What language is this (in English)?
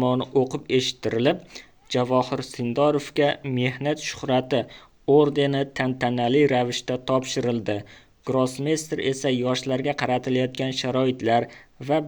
Uzbek